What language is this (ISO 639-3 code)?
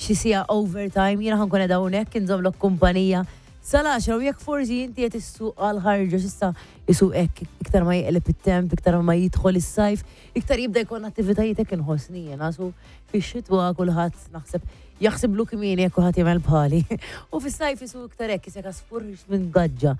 mlt